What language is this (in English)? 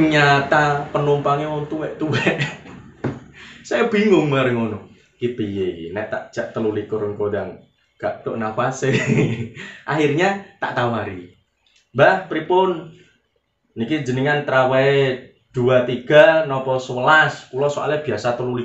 Javanese